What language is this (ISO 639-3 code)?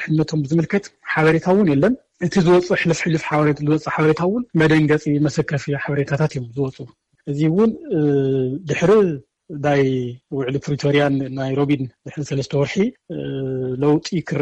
tir